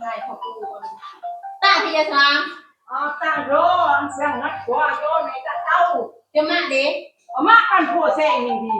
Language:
Northeastern Thai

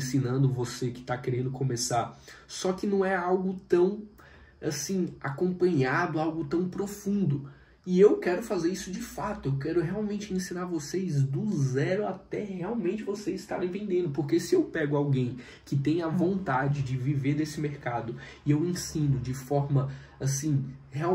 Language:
Portuguese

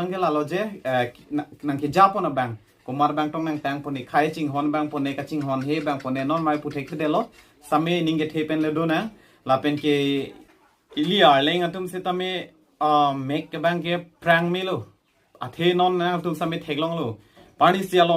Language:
Karbi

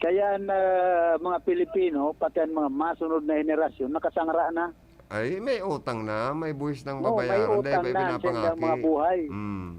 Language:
Bikol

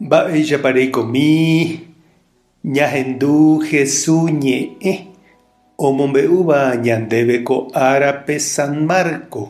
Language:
Guarani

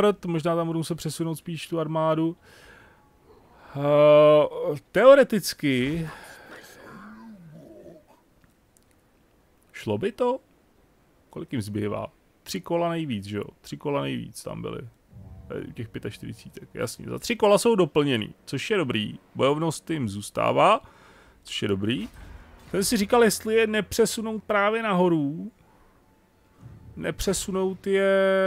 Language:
Czech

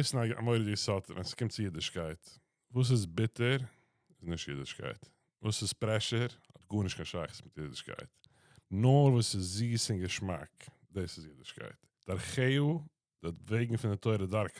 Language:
Yiddish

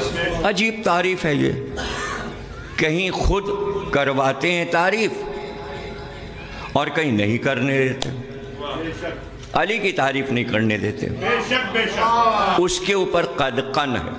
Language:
Urdu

